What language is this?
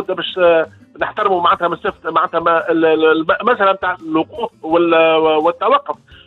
Tunisian Arabic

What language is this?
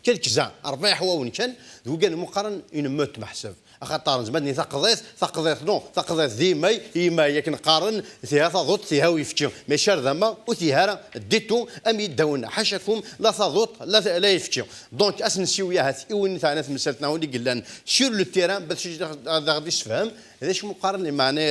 Kabyle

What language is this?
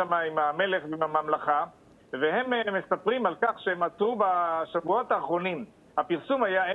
Hebrew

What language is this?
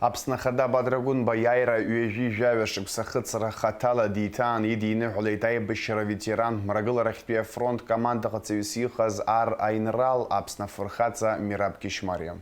Abkhazian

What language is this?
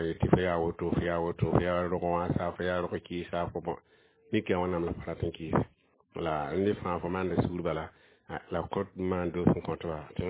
Mossi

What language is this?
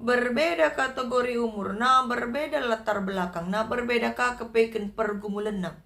Batak Karo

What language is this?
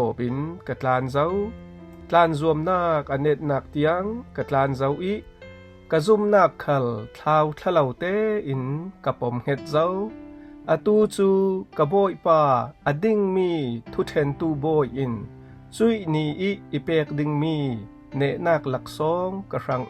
Falam Chin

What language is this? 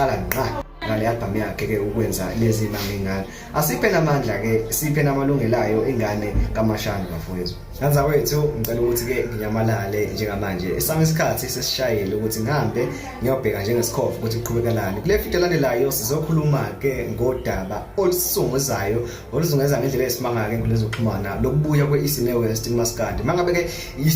Zulu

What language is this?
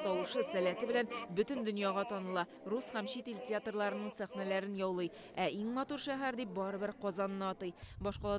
Tatar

